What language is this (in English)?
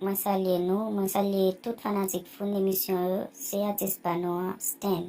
Haitian Creole